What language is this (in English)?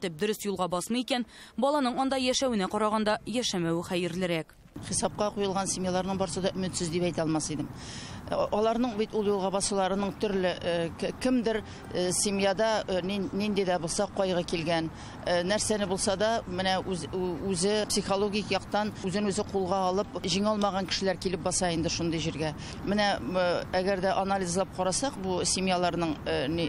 Tatar